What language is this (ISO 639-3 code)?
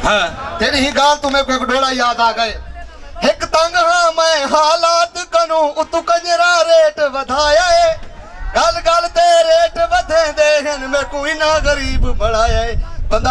skr